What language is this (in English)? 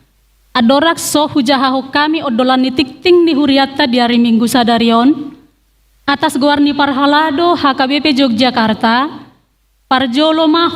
Batak Toba